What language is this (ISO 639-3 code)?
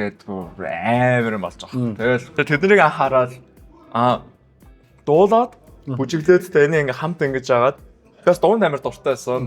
mon